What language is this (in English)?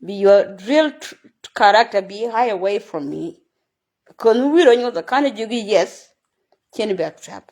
Nuer